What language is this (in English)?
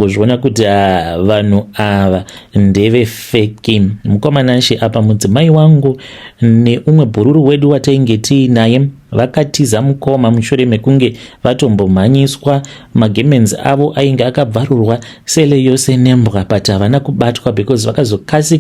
Shona